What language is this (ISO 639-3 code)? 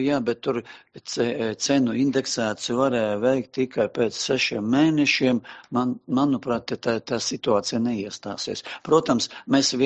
lav